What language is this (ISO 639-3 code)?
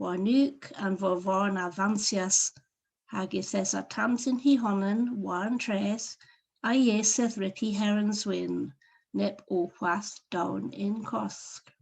cor